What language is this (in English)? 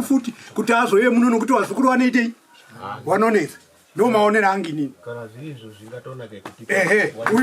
Shona